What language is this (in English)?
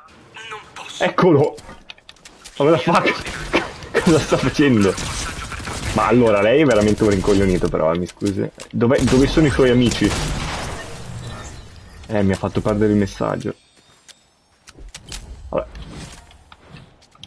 Italian